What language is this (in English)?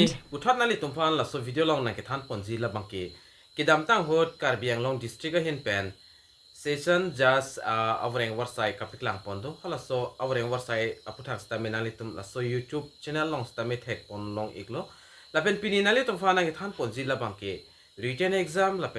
Karbi